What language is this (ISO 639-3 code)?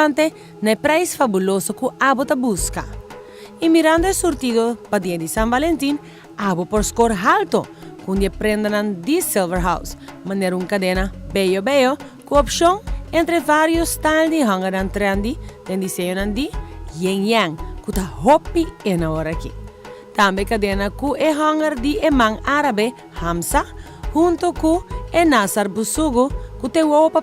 pap